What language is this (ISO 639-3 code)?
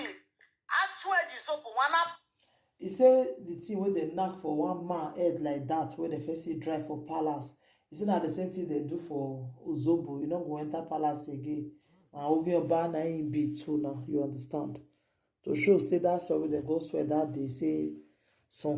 pcm